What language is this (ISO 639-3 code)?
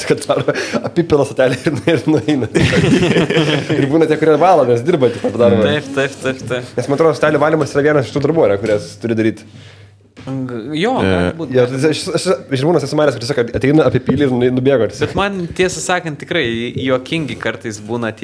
lit